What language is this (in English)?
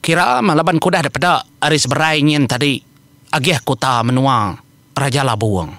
Iban